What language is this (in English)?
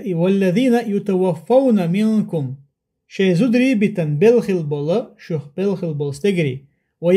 Chechen